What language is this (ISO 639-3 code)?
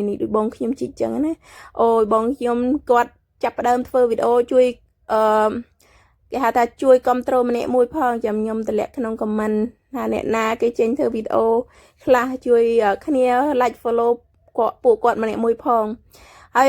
khm